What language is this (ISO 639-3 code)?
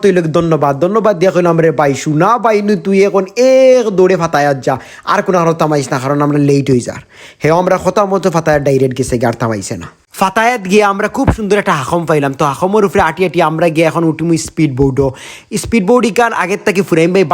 syl